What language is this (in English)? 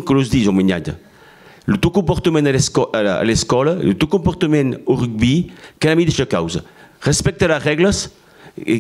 Occitan